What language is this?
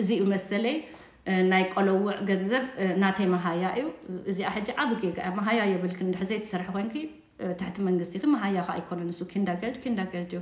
Tigrinya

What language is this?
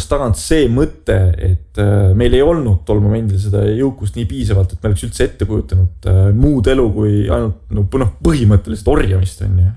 Estonian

